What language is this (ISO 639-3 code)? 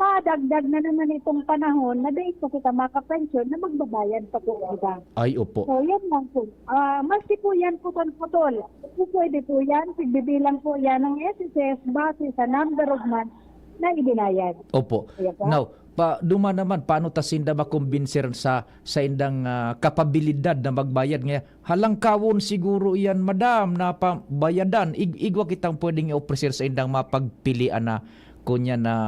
bik